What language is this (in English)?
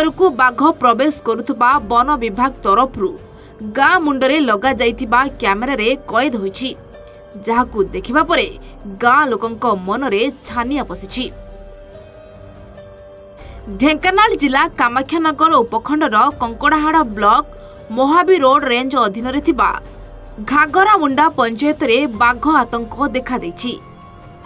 Odia